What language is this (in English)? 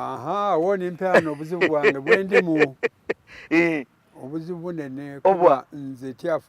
Soga